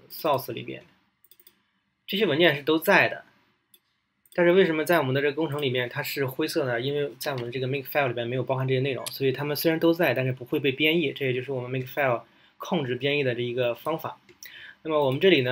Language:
Chinese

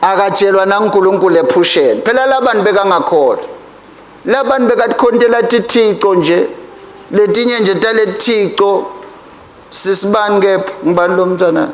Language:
Swati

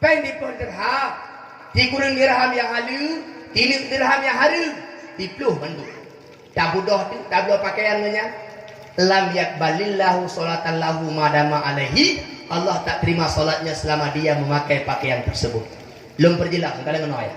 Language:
Achinese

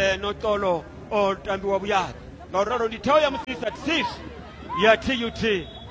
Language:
Venda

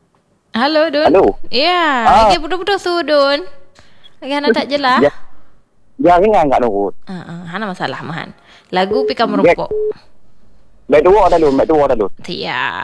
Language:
Malay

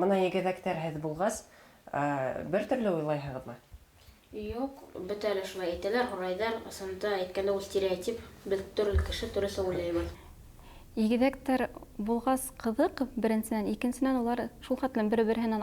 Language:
Bashkir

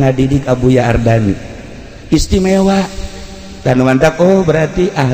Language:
Sundanese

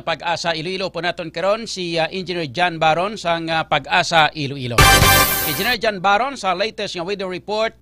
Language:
Hiligaynon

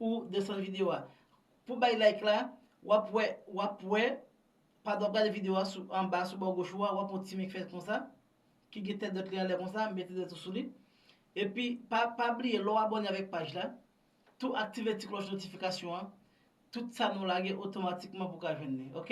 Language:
Haitian Creole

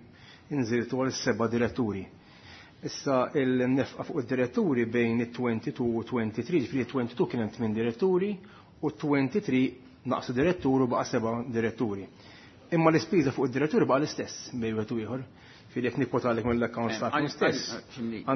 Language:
Maltese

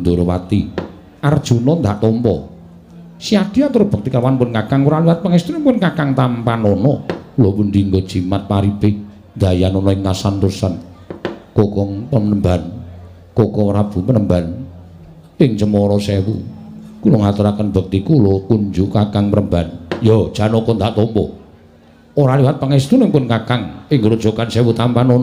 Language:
Javanese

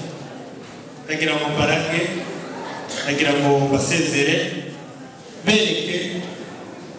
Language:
Kinyarwanda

